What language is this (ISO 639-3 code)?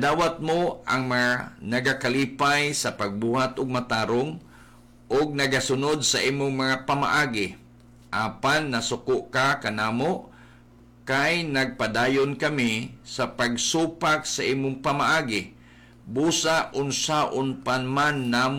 ceb